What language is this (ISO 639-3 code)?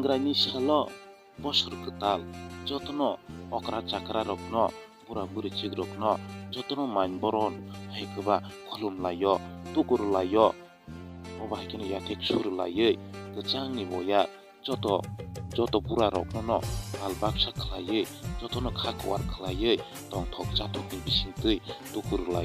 trp